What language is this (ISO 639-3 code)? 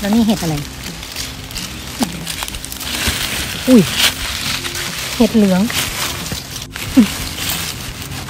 tha